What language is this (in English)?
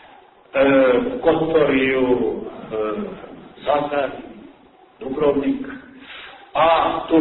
Serbian